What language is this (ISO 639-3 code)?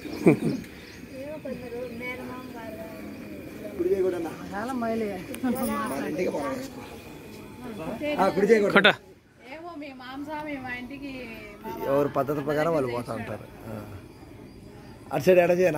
tel